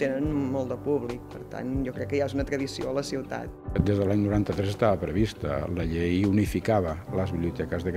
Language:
Catalan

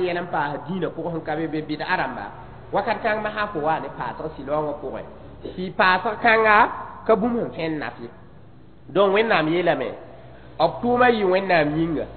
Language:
Mossi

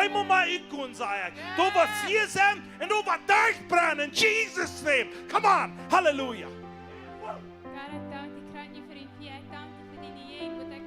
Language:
Plautdietsch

